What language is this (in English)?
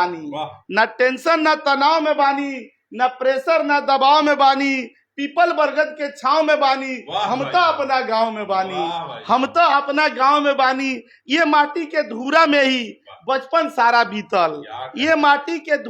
Bhojpuri